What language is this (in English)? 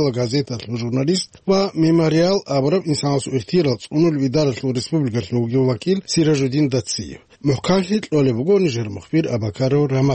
Avaric